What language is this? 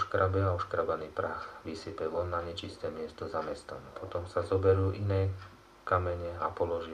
Slovak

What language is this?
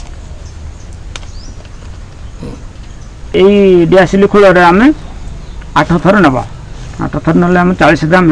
Odia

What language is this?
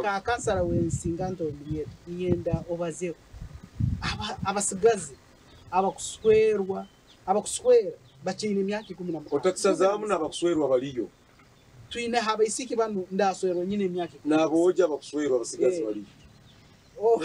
Nyankole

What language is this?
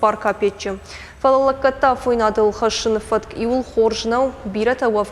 Ossetic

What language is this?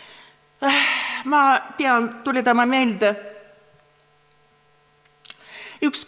Estonian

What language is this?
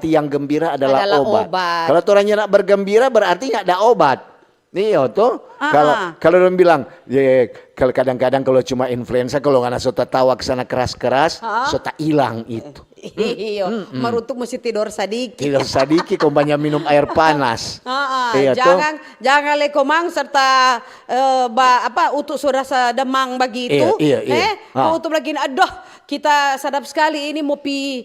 Manado Malay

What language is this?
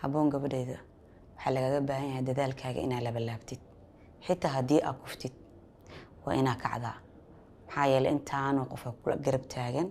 Somali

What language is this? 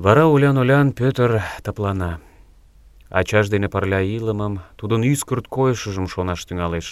Mari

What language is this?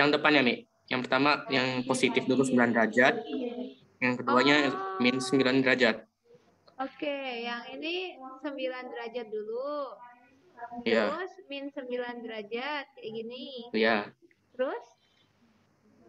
Indonesian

